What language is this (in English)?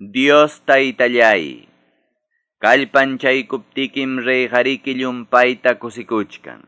Quechua